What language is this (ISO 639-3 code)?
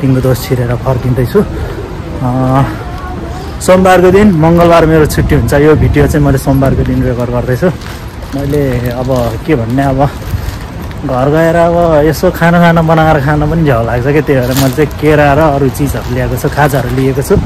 nep